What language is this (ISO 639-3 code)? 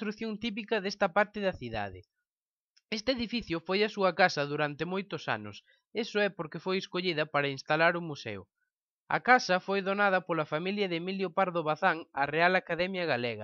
glg